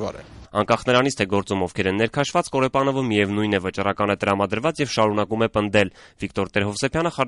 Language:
Armenian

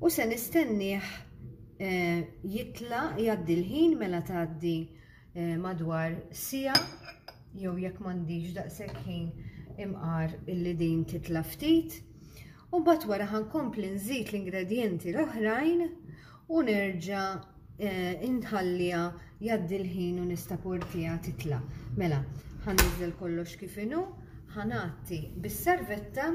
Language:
Maltese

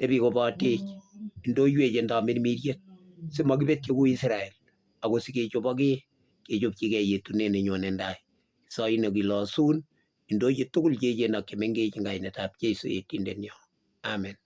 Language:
Kalenjin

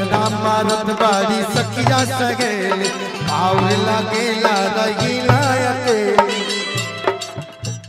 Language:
Bhojpuri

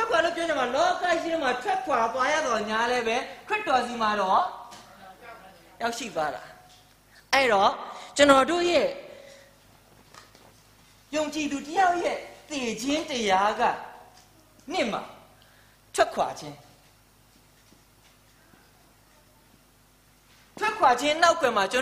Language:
Burmese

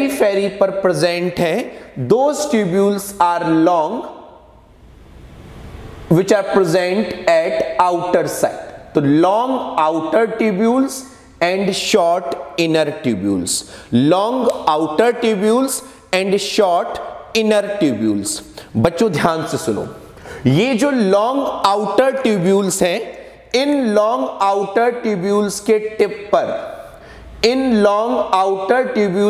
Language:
Hindi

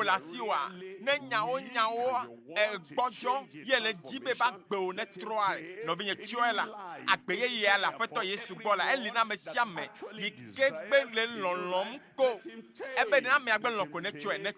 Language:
Ewe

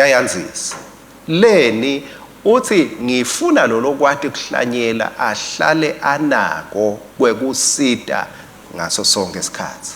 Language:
Swati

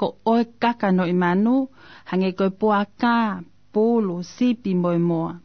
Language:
Tongan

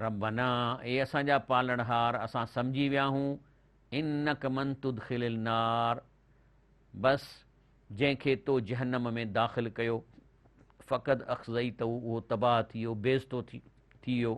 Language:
Sindhi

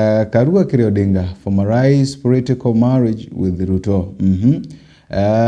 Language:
Meru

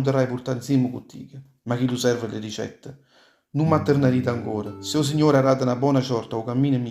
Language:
Neapolitan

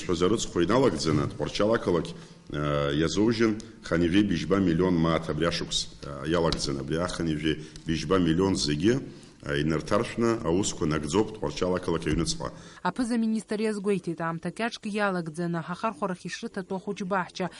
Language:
Abkhazian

